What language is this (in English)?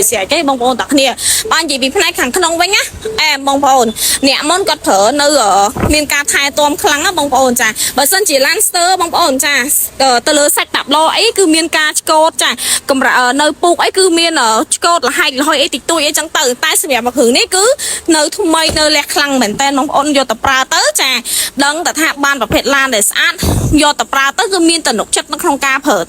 Khmer